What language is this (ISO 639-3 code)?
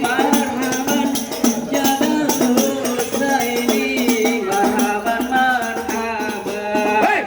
bew